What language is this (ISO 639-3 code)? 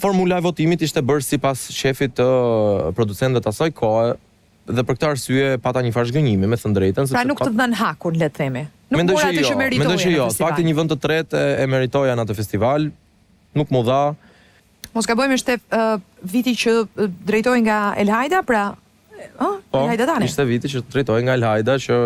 sqi